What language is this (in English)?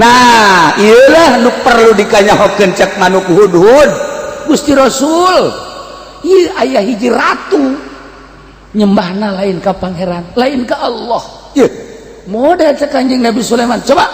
Sundanese